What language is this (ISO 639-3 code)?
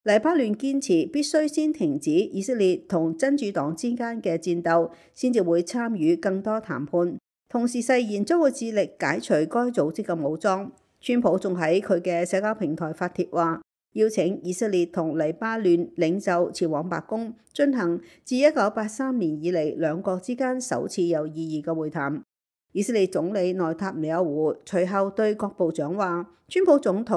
yue